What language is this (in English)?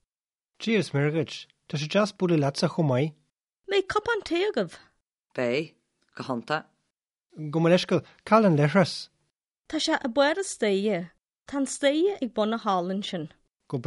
Irish